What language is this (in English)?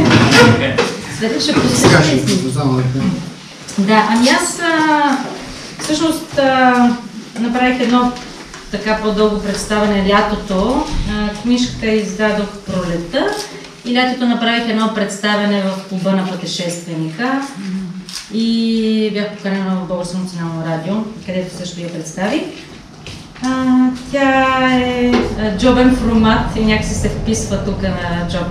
Bulgarian